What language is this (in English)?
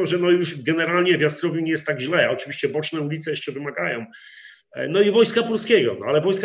Polish